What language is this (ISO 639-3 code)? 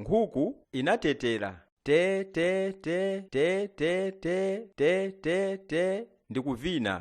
nya